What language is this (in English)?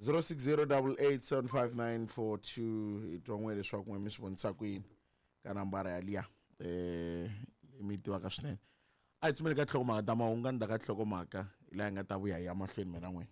Tsonga